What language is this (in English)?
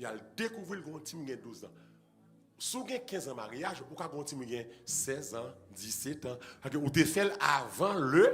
Haitian Creole